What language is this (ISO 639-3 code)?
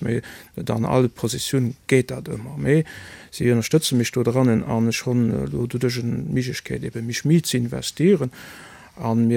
ltz